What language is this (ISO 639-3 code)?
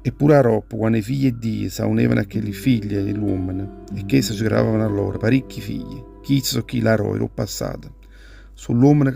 nap